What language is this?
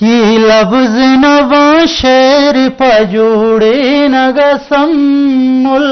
Eastern Balochi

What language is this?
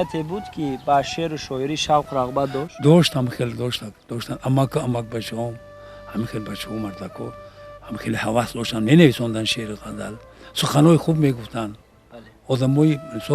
Tajik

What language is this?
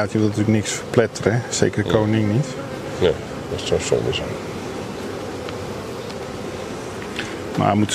Dutch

